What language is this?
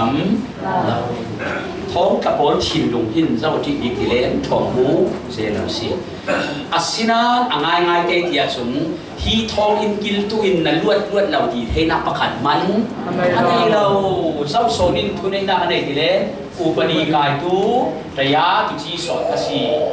Falam Chin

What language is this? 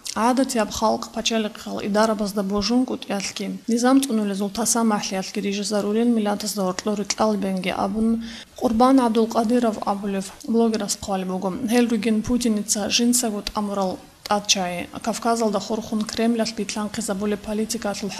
Avaric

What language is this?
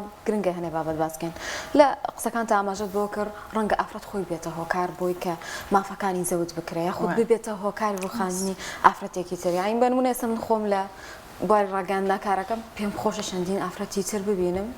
Central Kurdish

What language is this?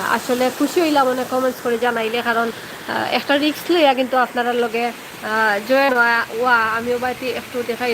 Sylheti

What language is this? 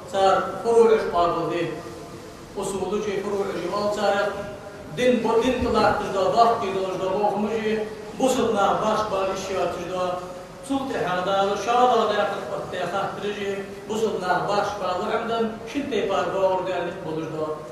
Ingush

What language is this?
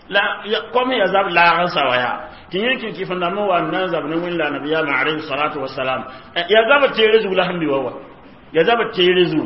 Mossi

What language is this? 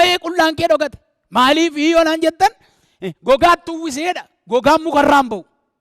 Oromo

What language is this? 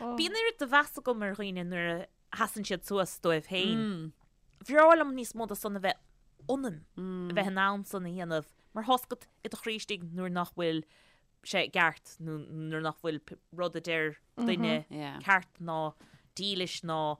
Irish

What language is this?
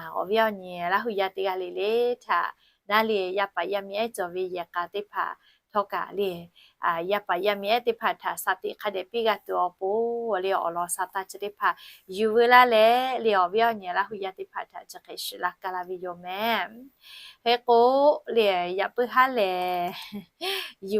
Lahu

